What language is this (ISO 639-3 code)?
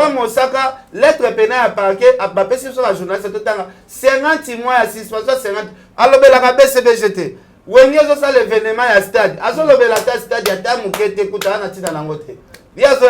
lin